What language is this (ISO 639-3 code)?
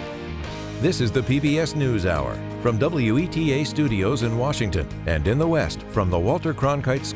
eng